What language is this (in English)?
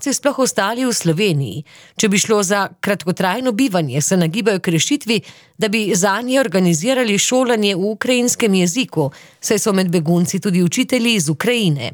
Slovenian